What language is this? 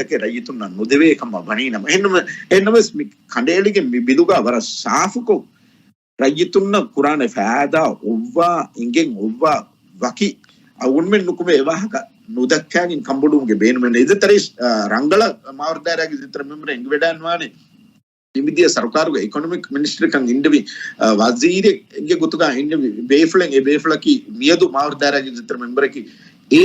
Divehi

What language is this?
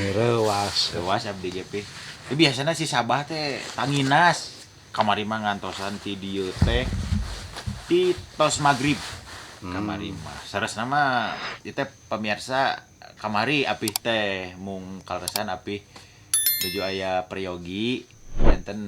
Sundanese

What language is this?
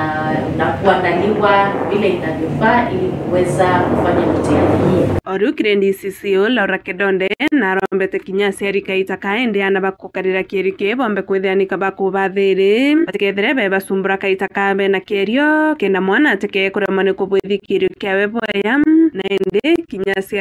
Meru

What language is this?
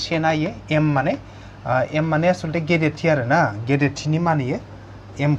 Bodo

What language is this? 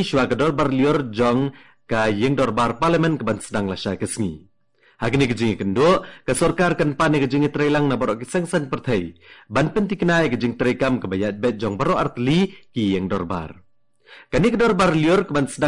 Khasi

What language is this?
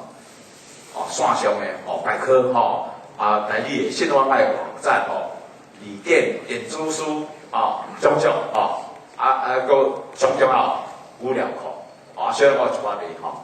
Min Nan Chinese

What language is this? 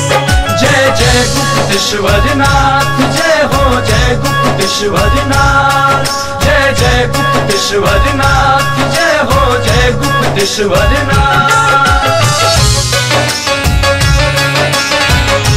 Bhojpuri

